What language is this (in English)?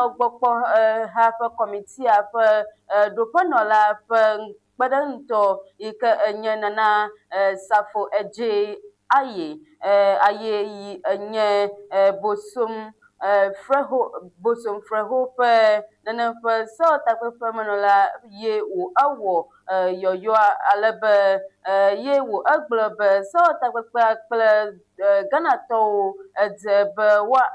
Ewe